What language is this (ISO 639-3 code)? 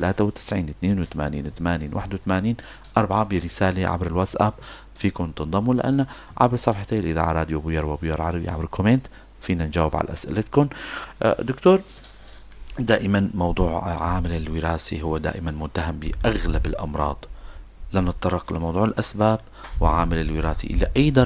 apc